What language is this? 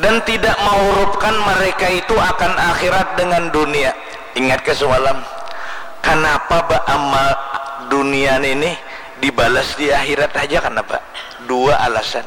Banjar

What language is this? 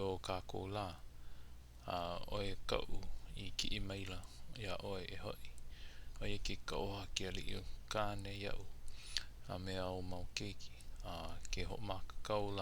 Hawaiian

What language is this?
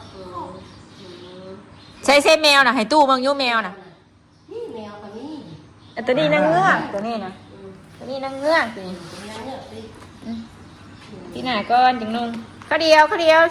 Northeastern Thai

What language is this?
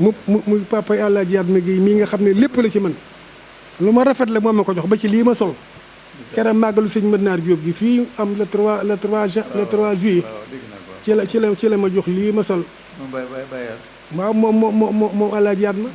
Wolof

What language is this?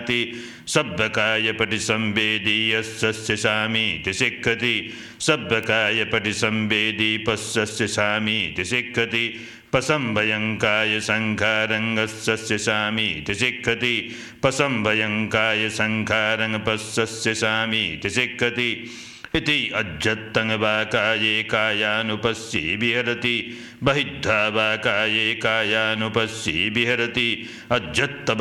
Pali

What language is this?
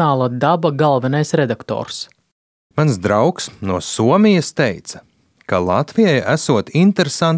Latvian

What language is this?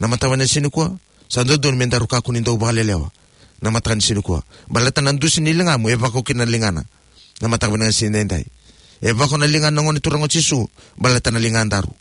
Fijian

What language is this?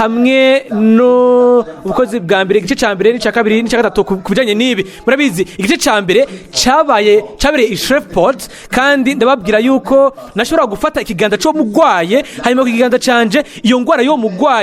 Rundi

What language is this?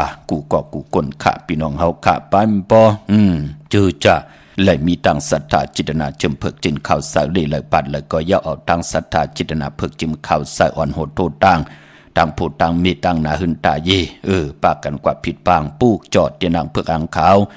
Shan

